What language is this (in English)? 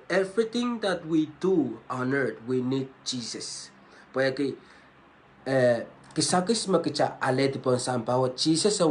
Pohnpeian